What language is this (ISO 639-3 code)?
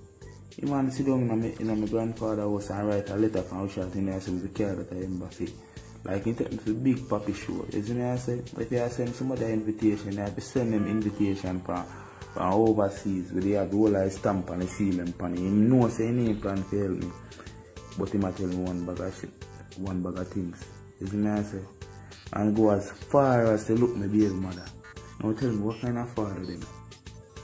jam